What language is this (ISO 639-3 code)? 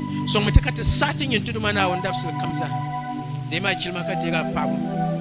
dag